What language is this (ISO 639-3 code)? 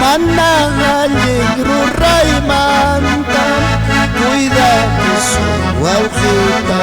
quy